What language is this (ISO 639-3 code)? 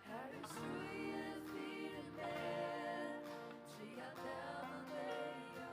fao